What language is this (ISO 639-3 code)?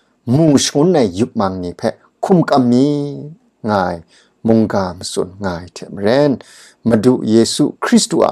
kac